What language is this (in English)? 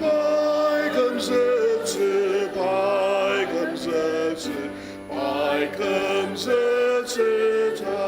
Ao Naga